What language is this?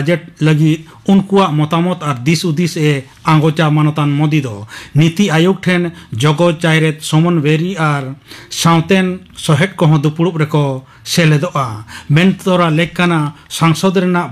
Santali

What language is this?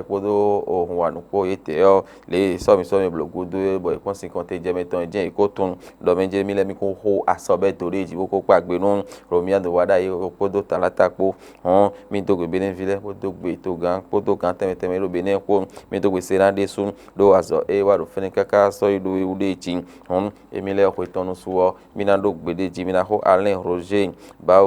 Fon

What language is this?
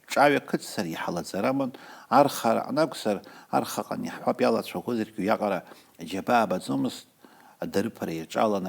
Abkhazian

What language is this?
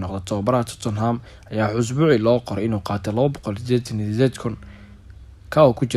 Somali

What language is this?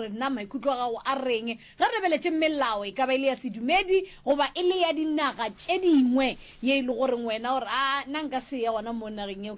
Northern Sotho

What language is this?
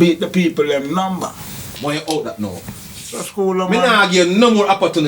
Jamaican Creole English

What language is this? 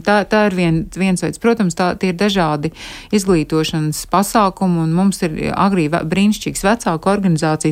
Latvian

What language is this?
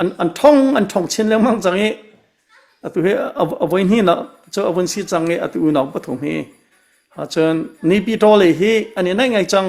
Hakha Chin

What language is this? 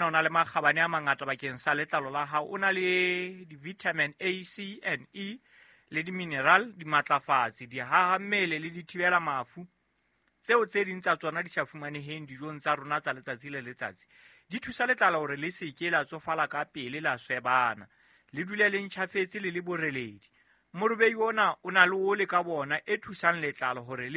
Southern Sotho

